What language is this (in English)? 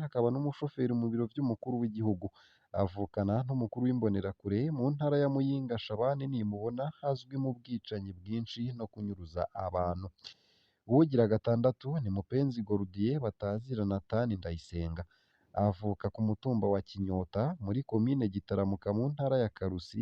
Rundi